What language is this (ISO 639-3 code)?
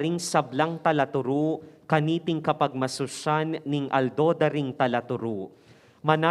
pam